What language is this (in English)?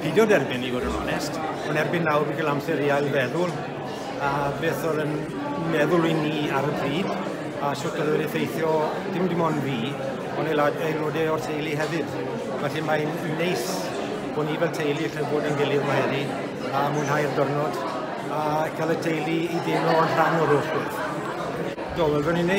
Welsh